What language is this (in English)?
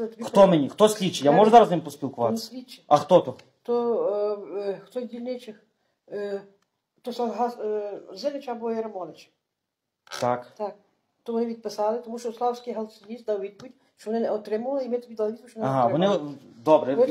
Ukrainian